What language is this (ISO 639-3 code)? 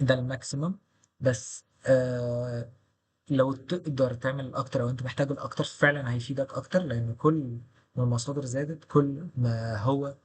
arz